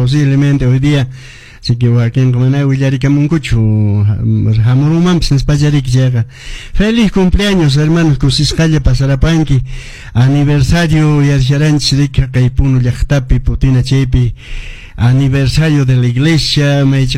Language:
Quechua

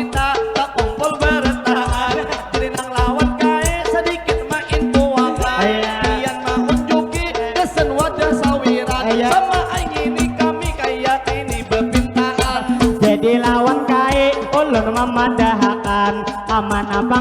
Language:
Banjar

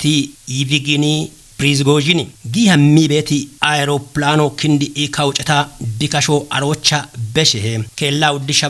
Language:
Kafa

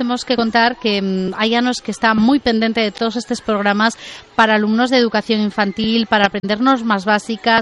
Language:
Galician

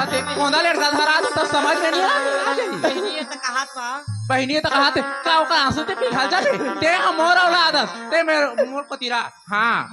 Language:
Chhattisgarhi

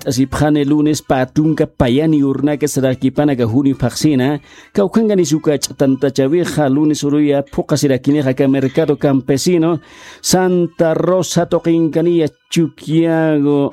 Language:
Aymara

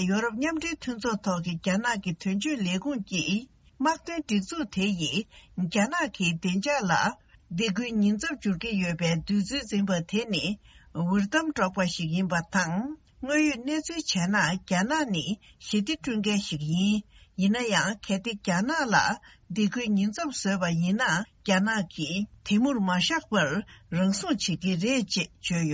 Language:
Tibetan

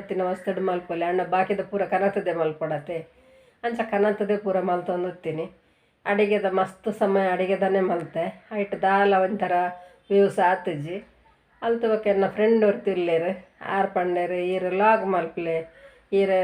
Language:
Tulu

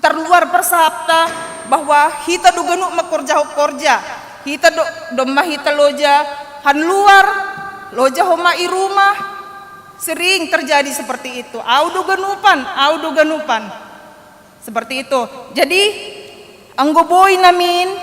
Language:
Batak Simalungun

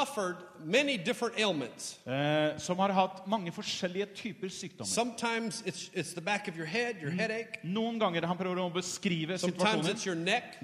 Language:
Norwegian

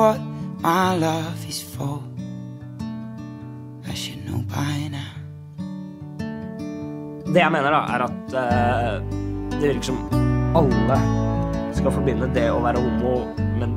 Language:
Norwegian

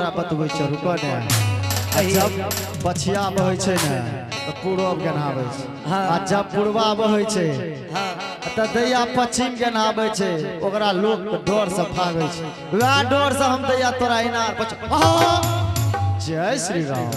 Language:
Angika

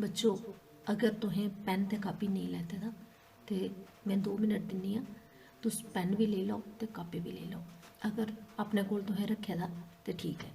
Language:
Dogri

